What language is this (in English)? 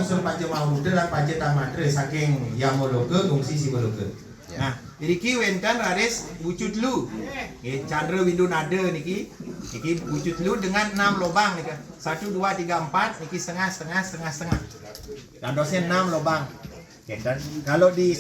Balinese